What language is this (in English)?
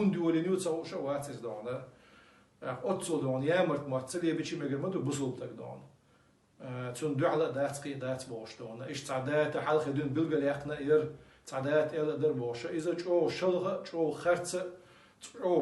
Chechen